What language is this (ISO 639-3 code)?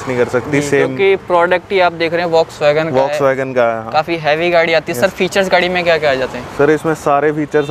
hin